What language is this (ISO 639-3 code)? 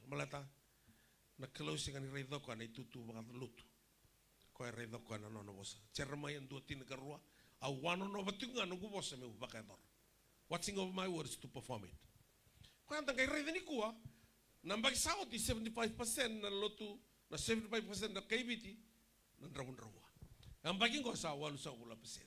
fij